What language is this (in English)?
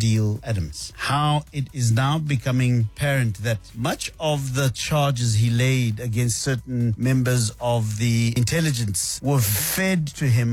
English